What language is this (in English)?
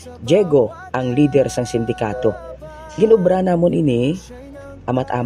Hiligaynon